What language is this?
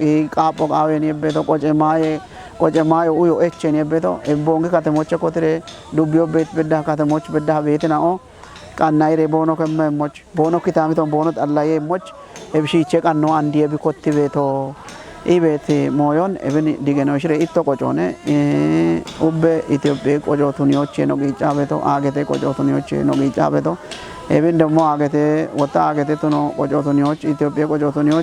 Kafa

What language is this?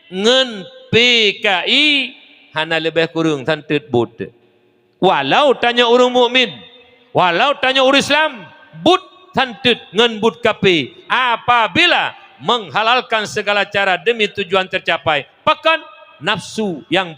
Achinese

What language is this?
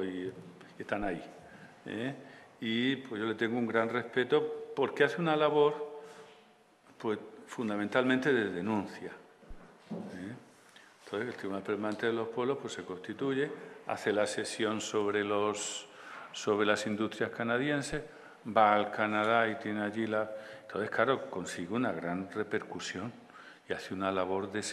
Spanish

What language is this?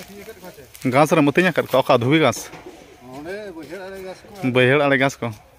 Santali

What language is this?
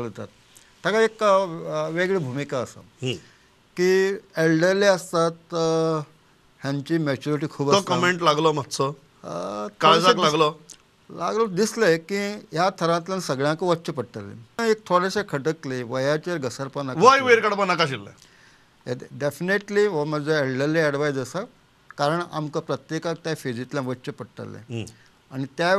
Konkani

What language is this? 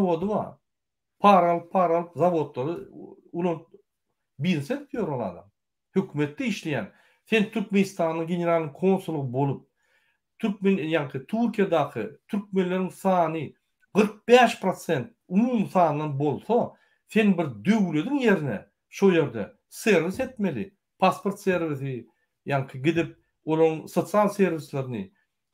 Turkmen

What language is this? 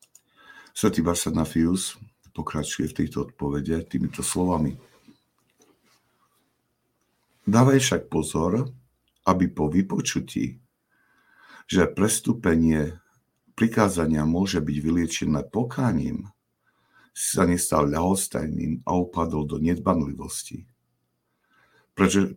Slovak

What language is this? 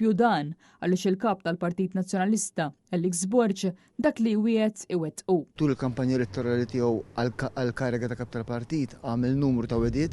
Maltese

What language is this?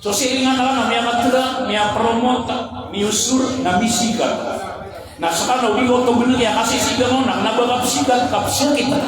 Maranao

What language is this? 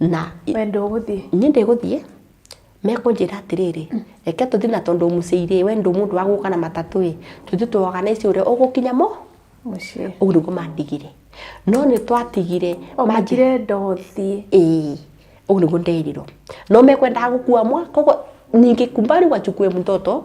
Kikuyu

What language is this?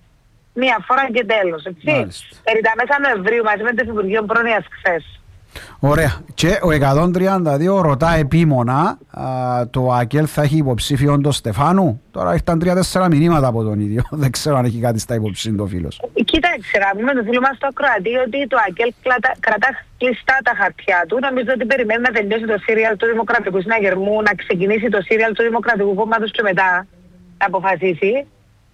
Greek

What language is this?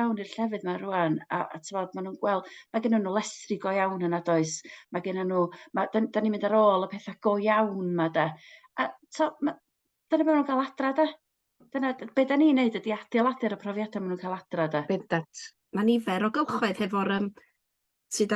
Welsh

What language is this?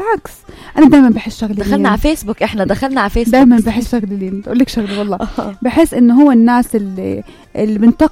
North Levantine Arabic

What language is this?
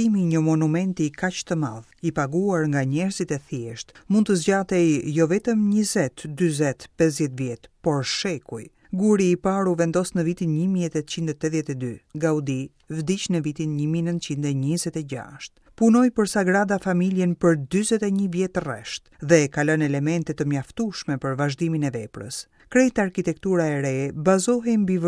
Albanian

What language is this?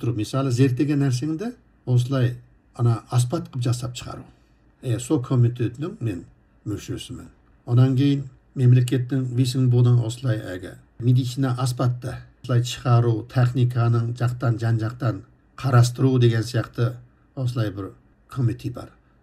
Kazakh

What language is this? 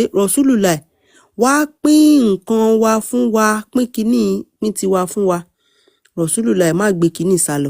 Yoruba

